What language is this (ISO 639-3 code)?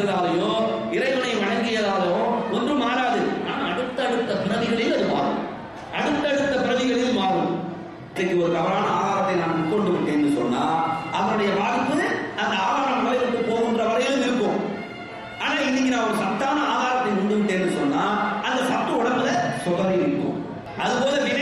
tam